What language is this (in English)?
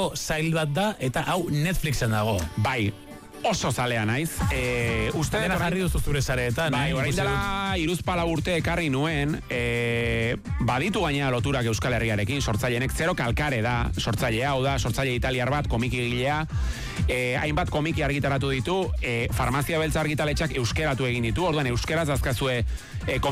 Basque